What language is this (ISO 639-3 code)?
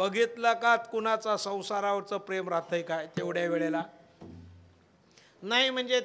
mar